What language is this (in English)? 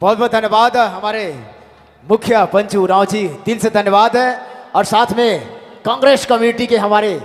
Sadri